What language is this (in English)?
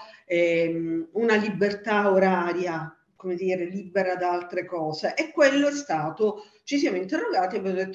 Italian